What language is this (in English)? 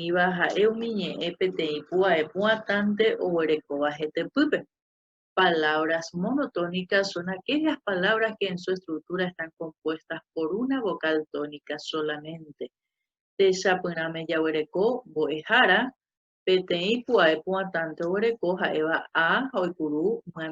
Guarani